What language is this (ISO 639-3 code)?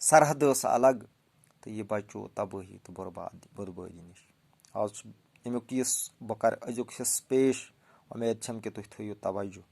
kas